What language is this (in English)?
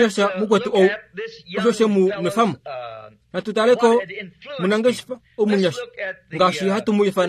Kuanyama